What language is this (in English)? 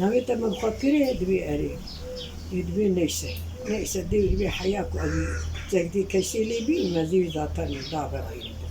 Kurdish